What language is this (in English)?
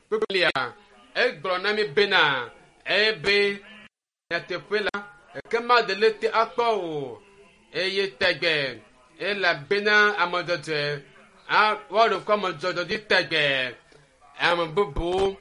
Ewe